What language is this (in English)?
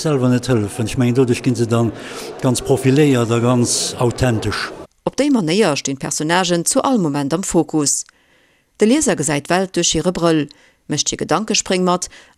Luxembourgish